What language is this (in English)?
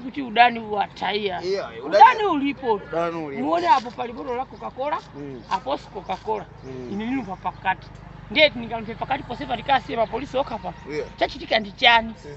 Nyanja